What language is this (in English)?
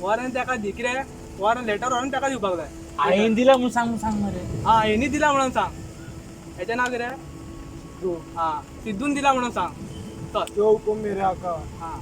Konkani